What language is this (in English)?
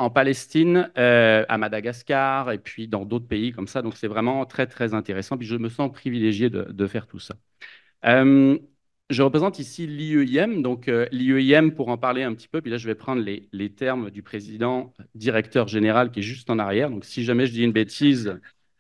French